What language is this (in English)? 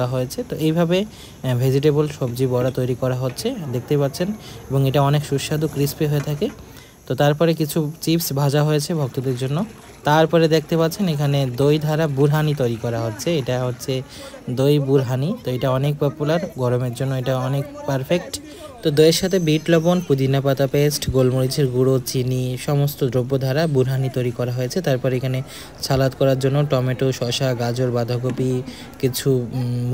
Bangla